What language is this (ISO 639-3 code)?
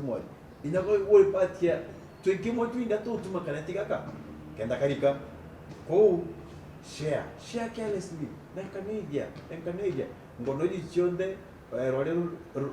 mer